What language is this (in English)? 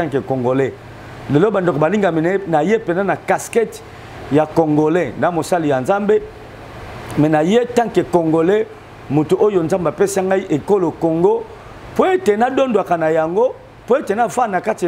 Lingala